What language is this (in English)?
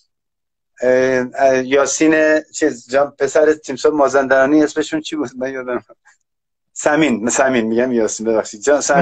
Persian